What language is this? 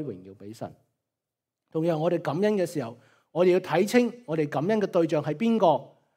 Cantonese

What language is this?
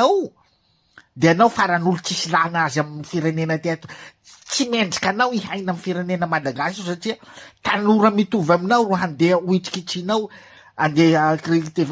Malagasy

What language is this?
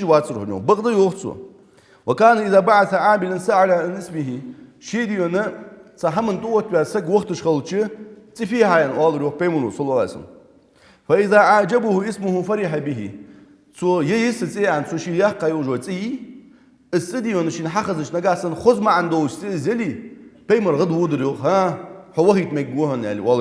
Ingush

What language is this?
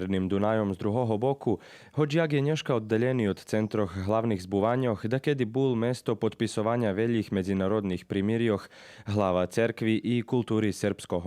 Rusyn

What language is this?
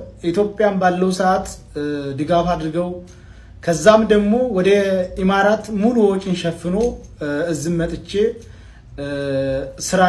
Amharic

